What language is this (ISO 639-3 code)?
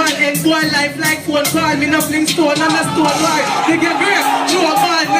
jam